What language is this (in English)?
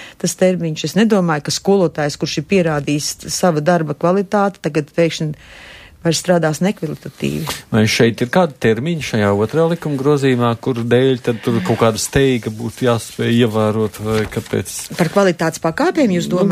Latvian